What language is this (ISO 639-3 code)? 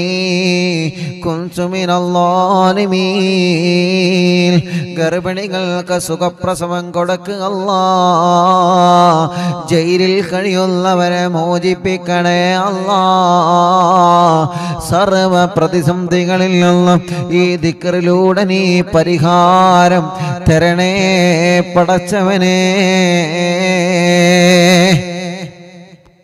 mal